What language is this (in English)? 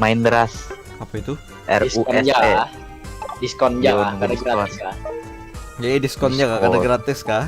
Banjar